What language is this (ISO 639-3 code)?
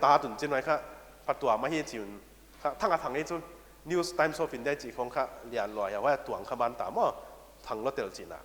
pck